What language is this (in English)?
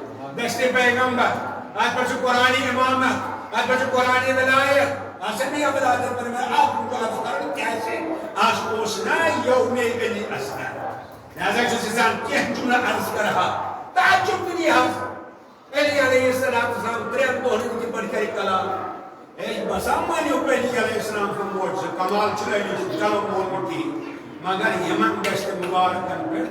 Kashmiri